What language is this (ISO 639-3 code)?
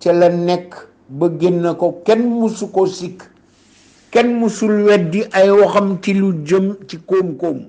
wol